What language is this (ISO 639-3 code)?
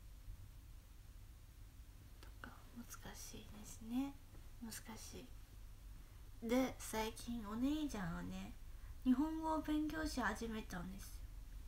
jpn